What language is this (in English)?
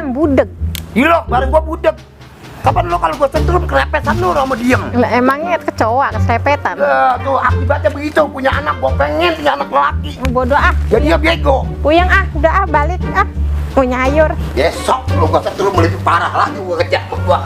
Betawi